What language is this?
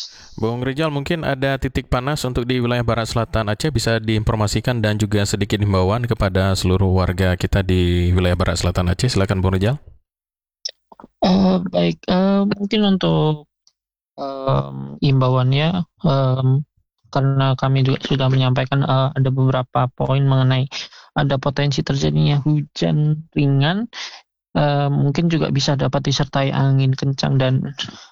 Indonesian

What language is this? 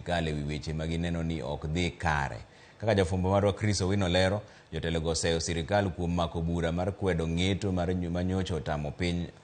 Luo (Kenya and Tanzania)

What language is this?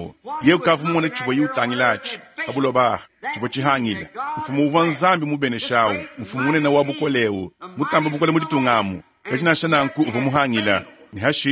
Luba-Lulua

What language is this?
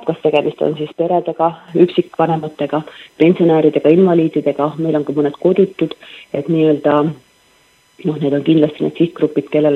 Estonian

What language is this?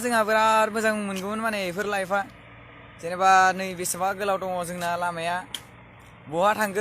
Bodo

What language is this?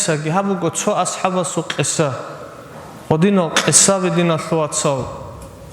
Avaric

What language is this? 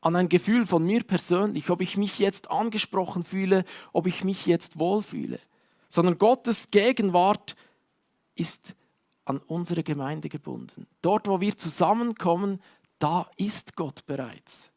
Swiss German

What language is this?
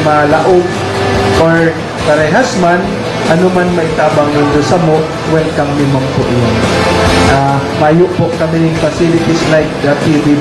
Bikol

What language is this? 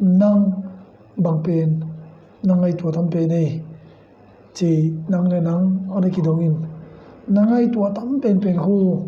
Tedim Chin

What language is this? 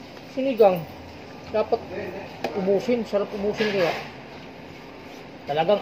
Filipino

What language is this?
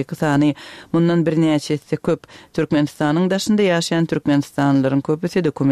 Turkmen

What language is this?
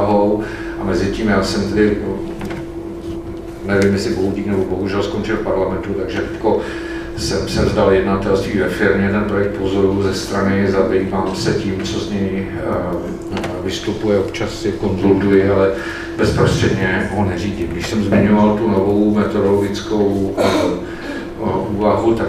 Czech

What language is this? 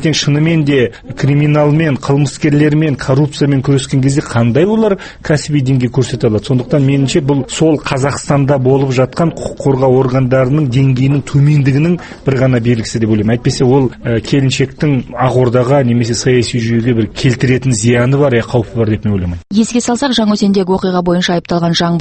Kazakh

